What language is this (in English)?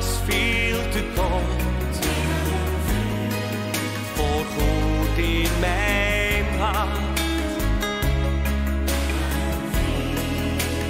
Dutch